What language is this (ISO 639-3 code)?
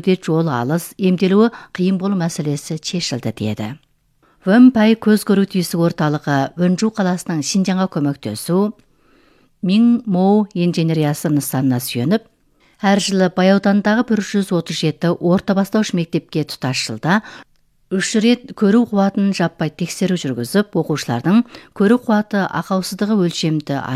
kaz